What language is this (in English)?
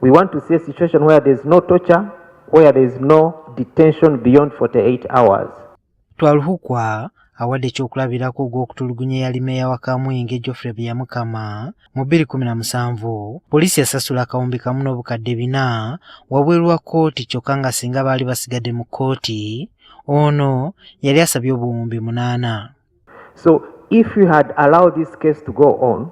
Ganda